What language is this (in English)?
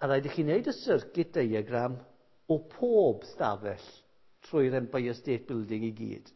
Welsh